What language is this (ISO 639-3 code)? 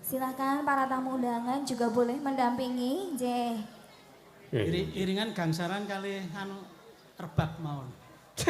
jav